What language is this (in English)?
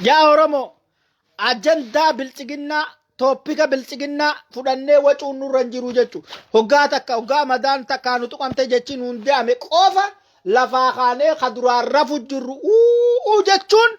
Oromo